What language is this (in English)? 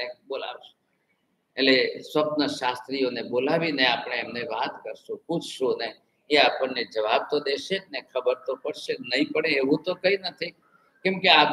Gujarati